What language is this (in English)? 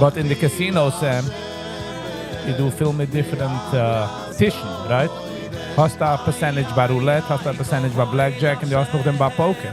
Yiddish